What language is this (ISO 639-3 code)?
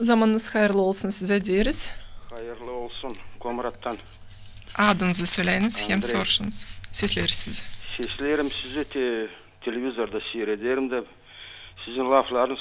gag